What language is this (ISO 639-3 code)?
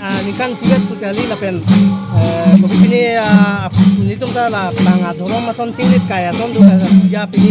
mjw